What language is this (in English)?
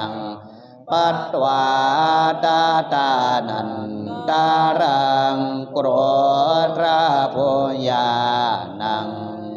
Pali